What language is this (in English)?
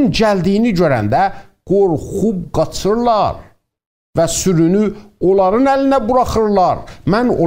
South Azerbaijani